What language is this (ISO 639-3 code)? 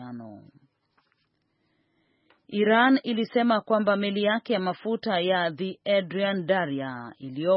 swa